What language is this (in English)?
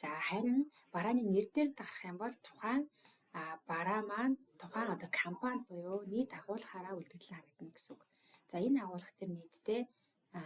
Mongolian